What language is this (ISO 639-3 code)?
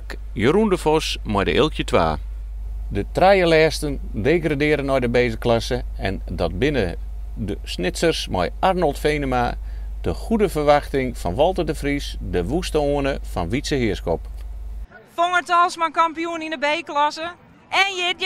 fry